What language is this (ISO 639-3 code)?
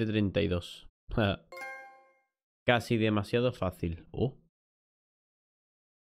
spa